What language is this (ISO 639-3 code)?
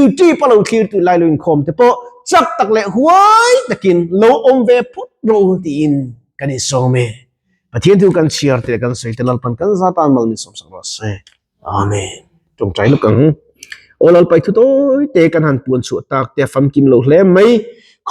lus